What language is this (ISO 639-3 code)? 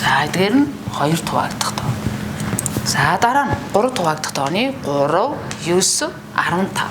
mon